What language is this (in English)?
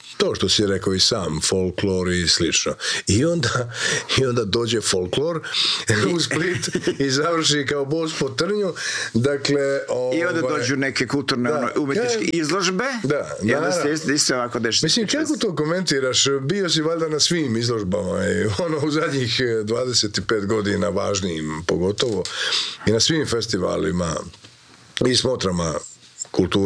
Croatian